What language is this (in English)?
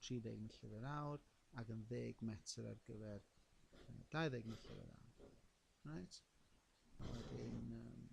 Welsh